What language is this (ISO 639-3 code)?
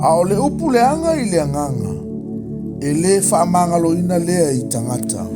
smo